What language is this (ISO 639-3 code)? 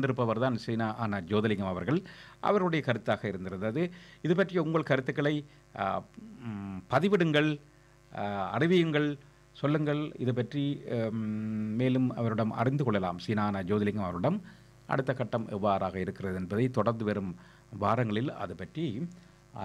tam